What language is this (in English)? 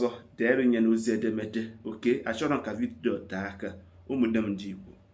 Igbo